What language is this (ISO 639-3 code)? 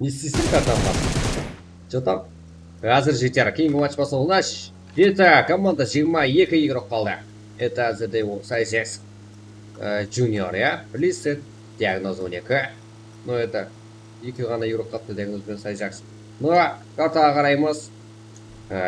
kaa